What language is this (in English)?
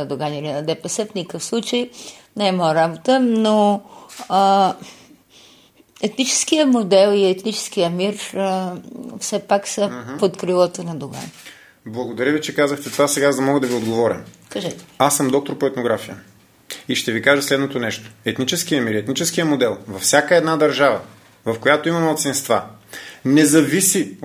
Bulgarian